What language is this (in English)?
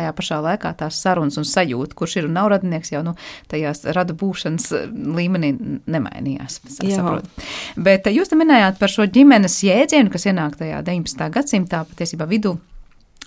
Latvian